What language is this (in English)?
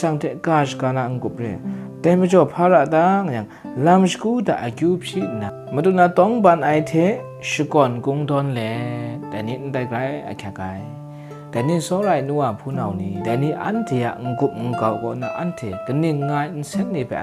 Kachin